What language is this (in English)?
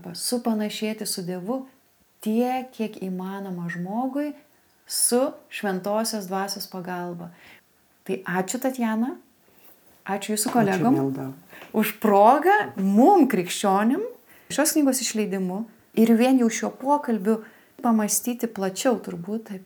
Lithuanian